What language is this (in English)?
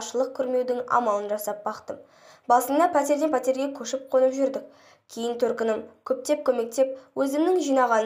Kazakh